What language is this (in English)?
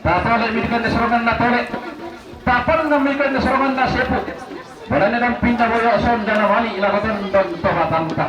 Toraja-Sa'dan